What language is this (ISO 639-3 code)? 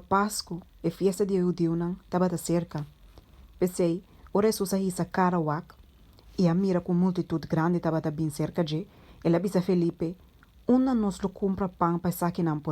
pap